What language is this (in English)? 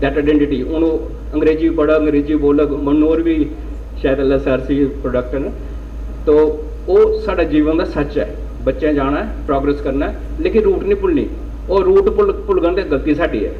Dogri